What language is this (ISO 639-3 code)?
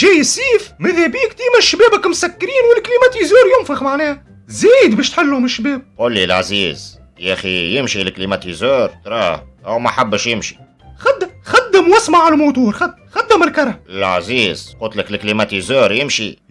aeb